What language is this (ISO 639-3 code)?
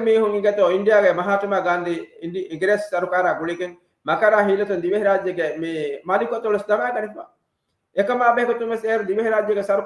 div